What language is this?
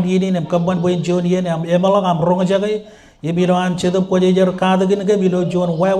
Marshallese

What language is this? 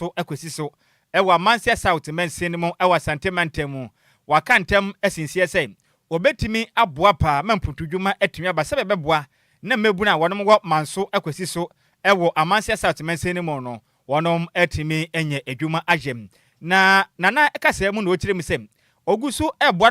Akan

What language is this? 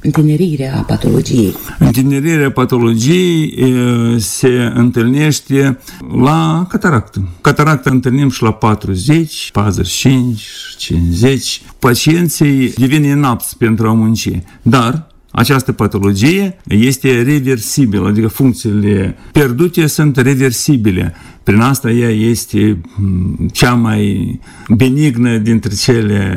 Romanian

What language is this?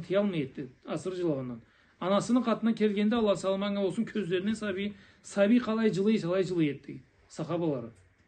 Karachay-Balkar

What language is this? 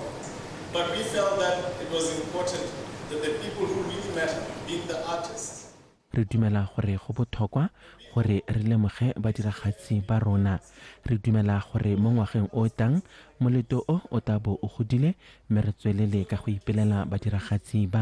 Tswana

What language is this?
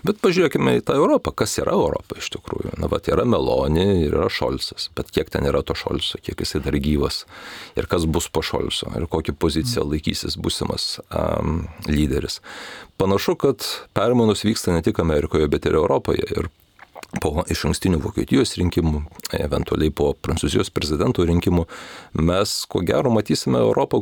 Lithuanian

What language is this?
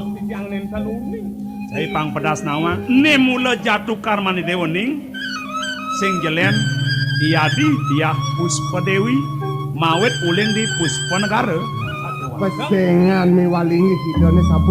Balinese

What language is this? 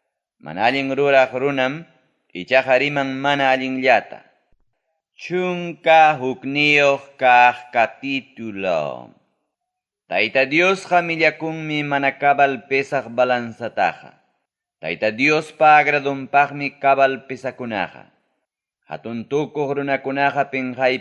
Ayacucho Quechua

